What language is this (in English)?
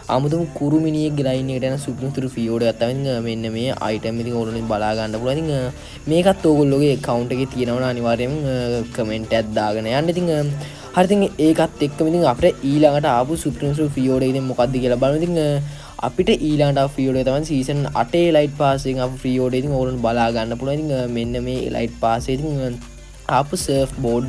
Sinhala